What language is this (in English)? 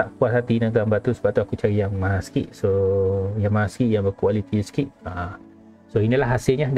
Malay